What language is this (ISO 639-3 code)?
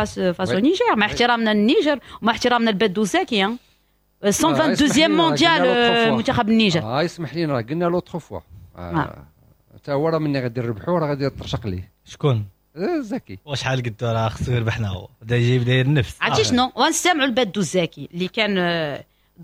ary